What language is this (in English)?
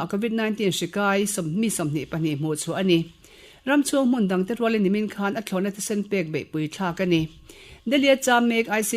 Mizo